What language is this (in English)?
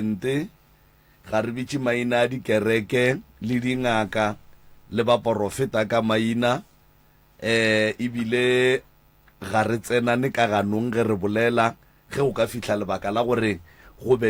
Northern Sotho